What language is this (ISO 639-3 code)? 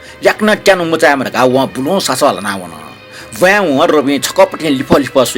new